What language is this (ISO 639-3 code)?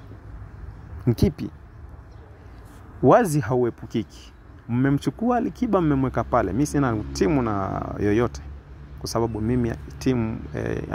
swa